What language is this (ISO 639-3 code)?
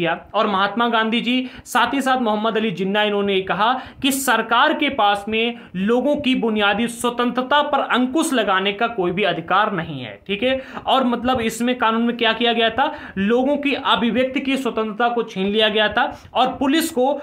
hin